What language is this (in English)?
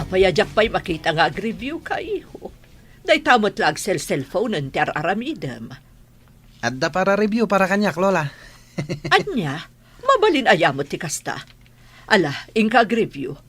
Iloko